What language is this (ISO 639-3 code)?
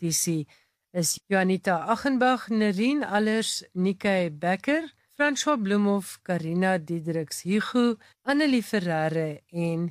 afr